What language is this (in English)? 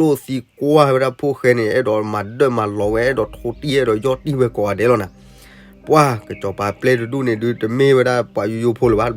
S'gaw Karen